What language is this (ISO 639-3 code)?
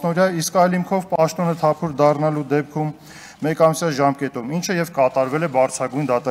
hye